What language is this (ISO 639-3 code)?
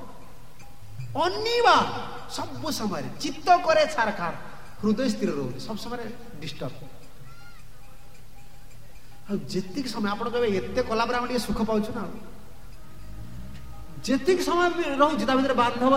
ori